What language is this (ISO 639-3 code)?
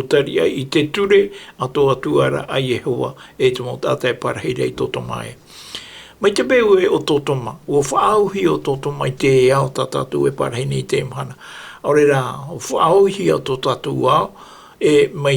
tah